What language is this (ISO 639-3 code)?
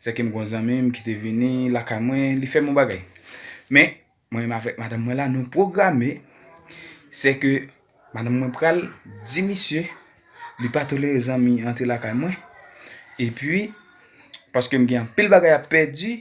hat